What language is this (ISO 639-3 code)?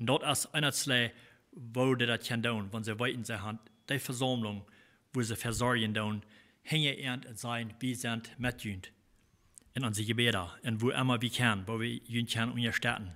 pdt